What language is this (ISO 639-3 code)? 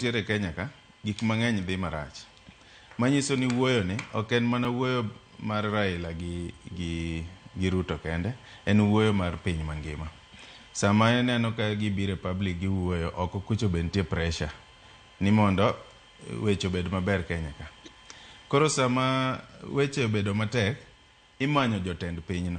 luo